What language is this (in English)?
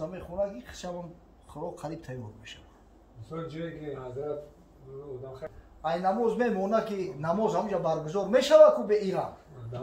Tajik